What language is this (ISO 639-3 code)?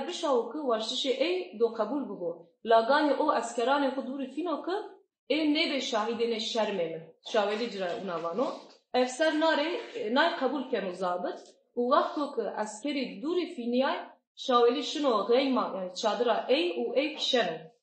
zza